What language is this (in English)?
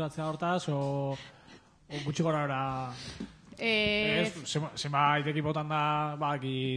Basque